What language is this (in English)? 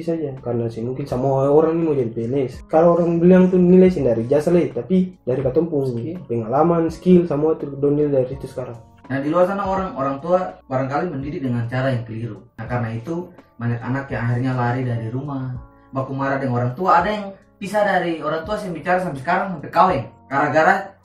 Ambonese Malay